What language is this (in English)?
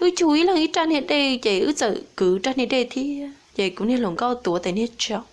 Hmong